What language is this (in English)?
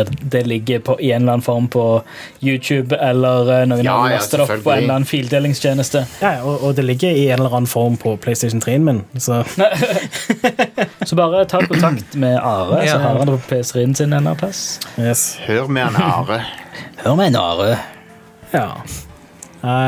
Norwegian